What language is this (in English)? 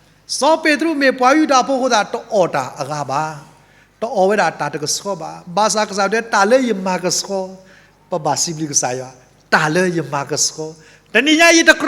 S'gaw Karen